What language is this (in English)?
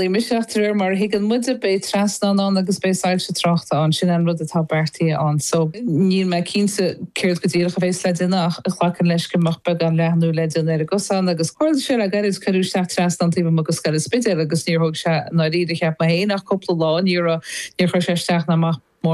Irish